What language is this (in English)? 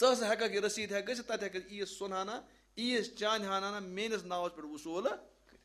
Kashmiri